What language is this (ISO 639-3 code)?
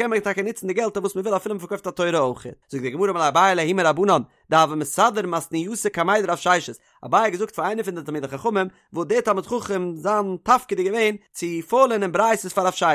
yid